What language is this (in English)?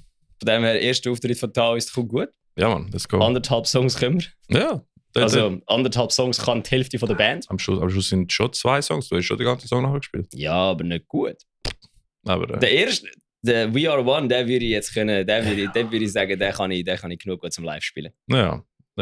Swiss German